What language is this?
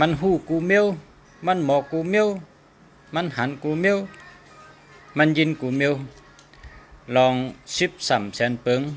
Shan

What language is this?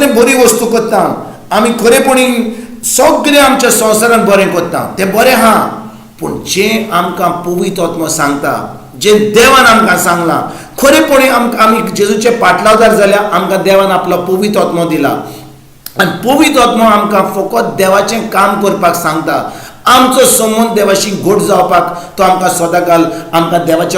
Konkani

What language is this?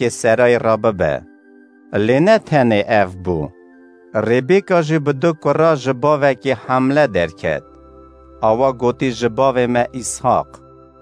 Kurdish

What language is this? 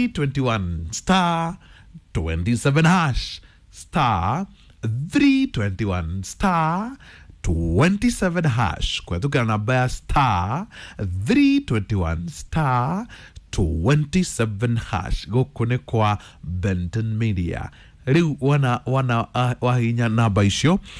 Kikuyu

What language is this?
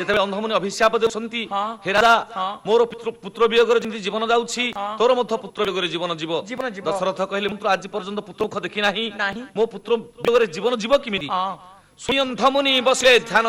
Odia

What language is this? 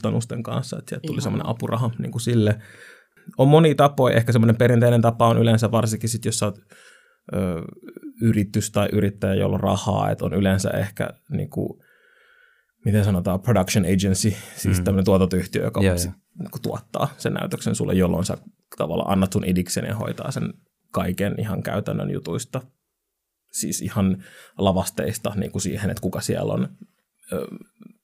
Finnish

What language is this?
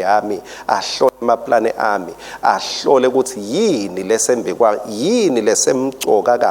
Swati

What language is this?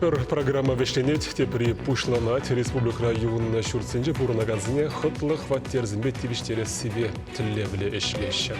Chuvash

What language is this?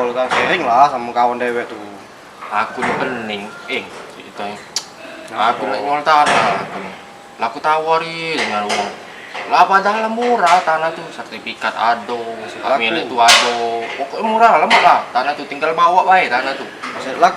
Musi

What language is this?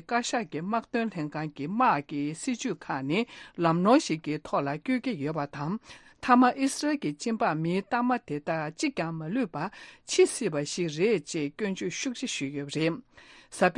Tibetan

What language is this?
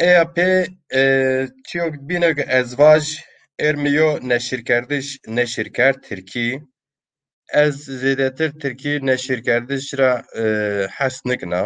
Zaza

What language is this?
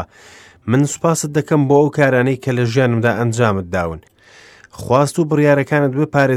Central Kurdish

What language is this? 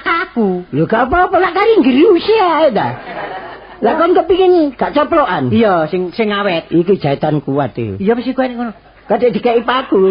Javanese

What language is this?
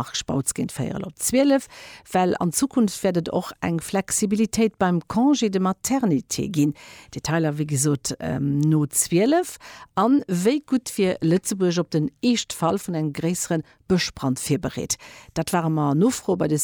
Luxembourgish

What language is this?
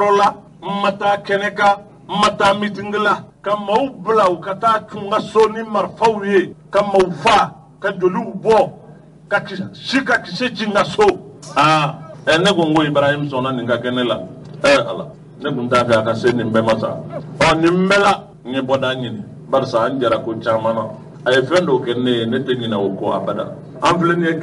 Bambara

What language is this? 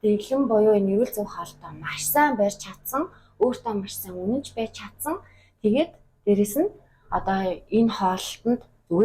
Mongolian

